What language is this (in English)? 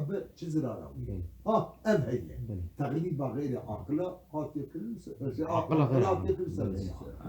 Kurdish